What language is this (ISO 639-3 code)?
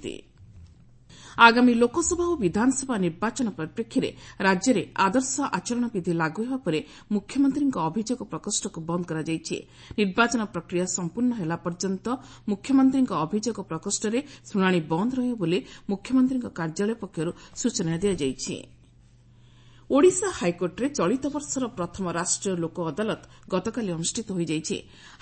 ori